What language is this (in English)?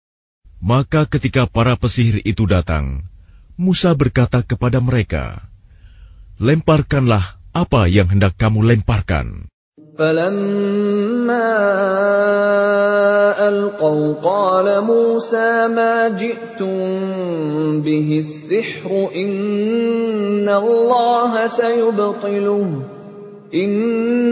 Indonesian